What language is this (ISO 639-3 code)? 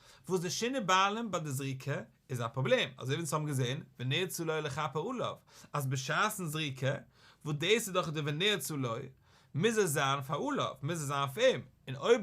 yid